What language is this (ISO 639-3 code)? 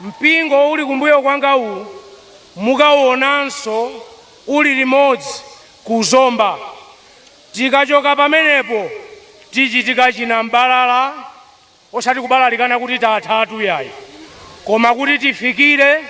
nya